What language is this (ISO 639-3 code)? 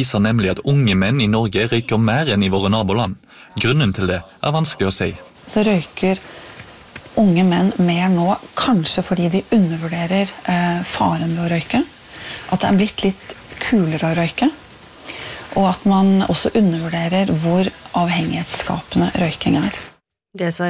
nor